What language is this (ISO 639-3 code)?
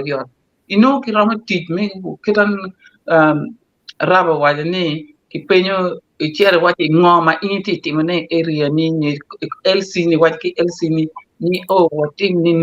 ach